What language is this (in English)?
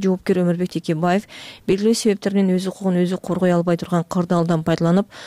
Kyrgyz